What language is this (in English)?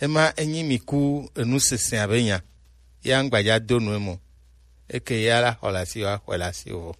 Gen